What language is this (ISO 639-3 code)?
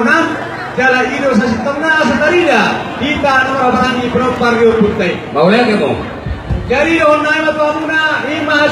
bbc